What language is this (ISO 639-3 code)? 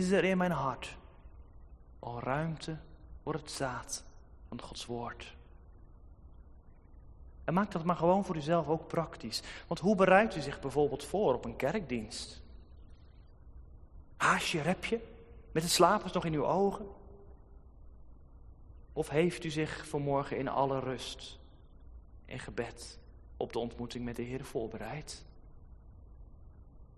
nld